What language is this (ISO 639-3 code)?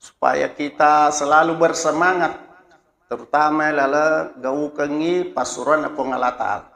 bug